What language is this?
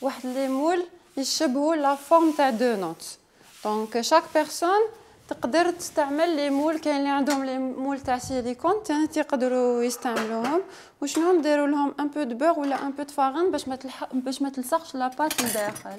Algerian Arabic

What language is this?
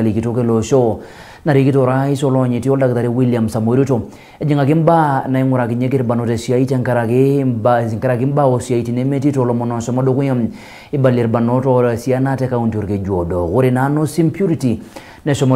Masai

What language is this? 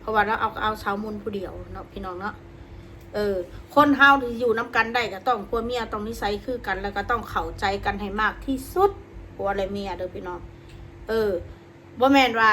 Northeastern Thai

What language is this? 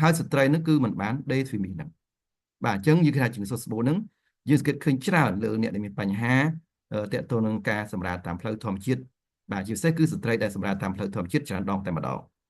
Khmer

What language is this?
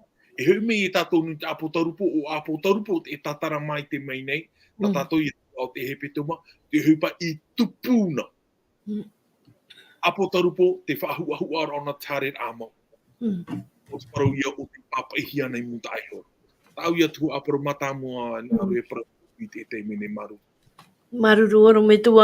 Tahitian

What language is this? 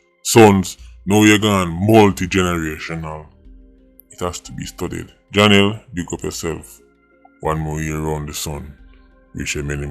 Jamaican Creole English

